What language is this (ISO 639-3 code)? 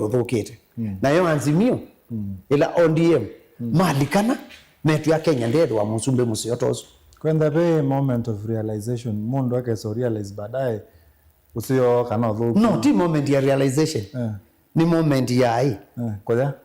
kam